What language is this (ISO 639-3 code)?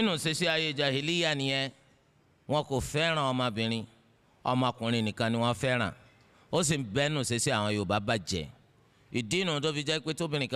yor